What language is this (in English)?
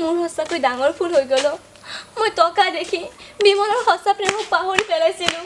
Assamese